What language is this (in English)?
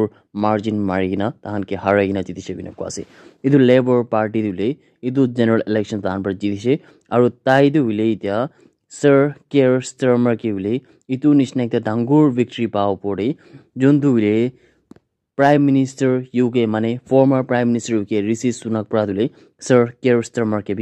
Naga Pidgin